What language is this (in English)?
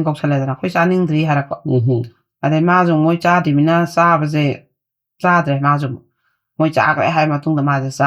Manipuri